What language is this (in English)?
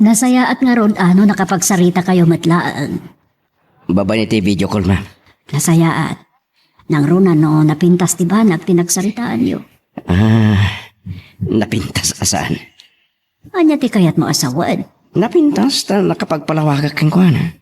Iloko